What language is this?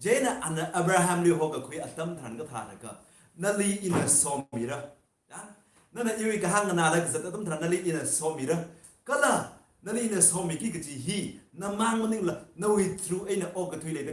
Tangkhul Naga (India)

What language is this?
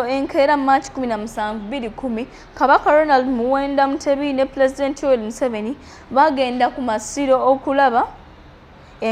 Ganda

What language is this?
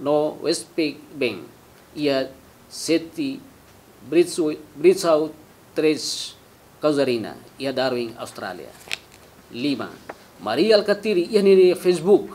Tetum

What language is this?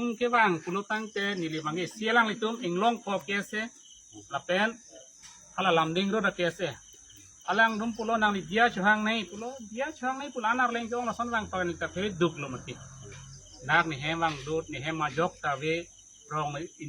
Karbi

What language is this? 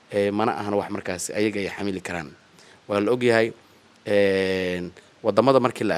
Somali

